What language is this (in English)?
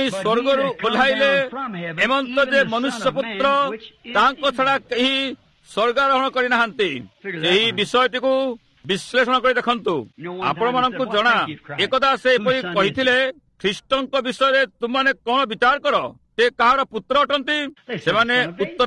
Odia